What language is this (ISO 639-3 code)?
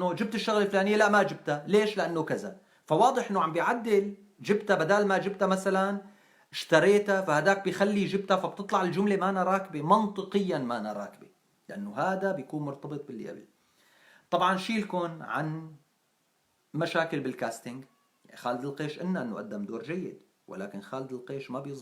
apc